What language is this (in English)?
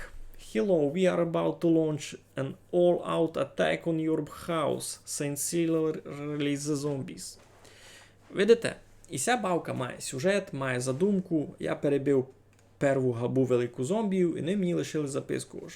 Rusyn